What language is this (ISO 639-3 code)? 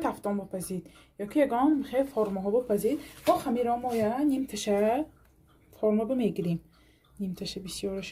tgk